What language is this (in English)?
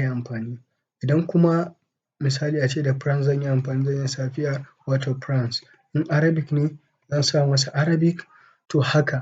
Hausa